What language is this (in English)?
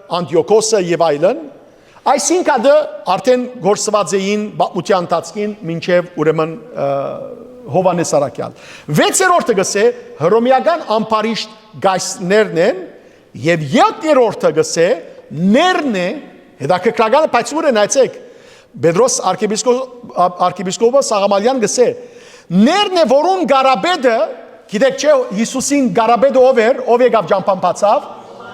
Western Armenian